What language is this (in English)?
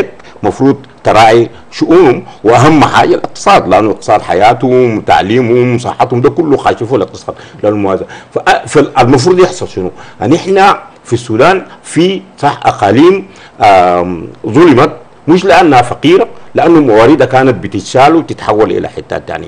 Sudanese Arabic